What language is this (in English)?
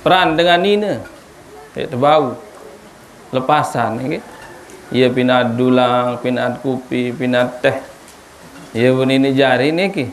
Sasak